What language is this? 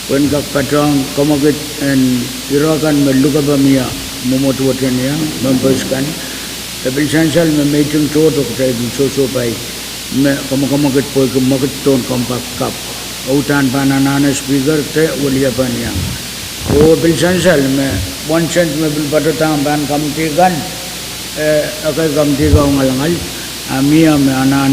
Pohnpeian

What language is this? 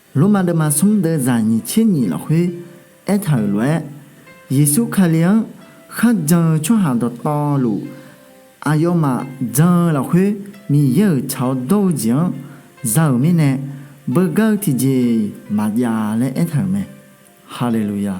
Akha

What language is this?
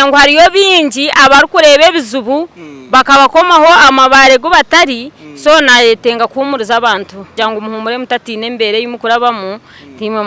Nyankole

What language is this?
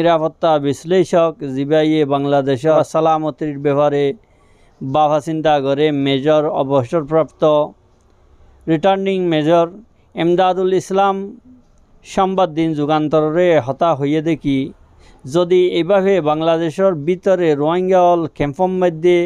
Rohingya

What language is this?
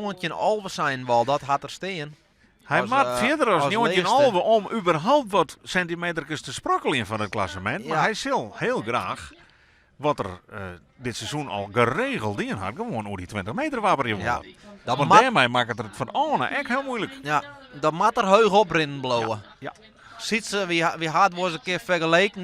Western Frisian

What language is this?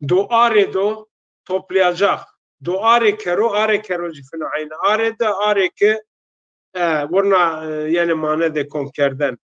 Zaza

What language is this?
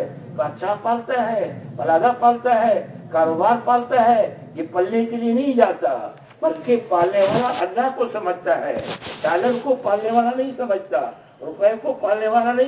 Urdu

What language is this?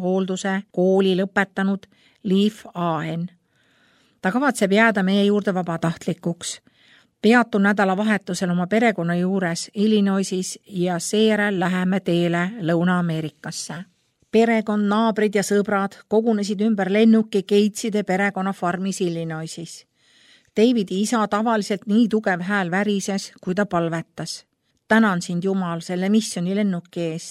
Estonian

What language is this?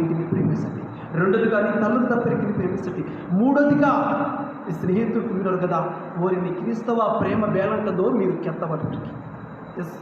Koya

